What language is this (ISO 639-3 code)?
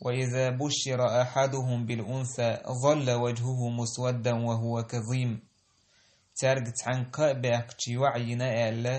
che